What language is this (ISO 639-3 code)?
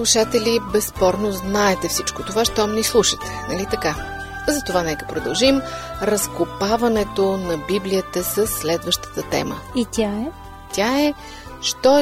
bul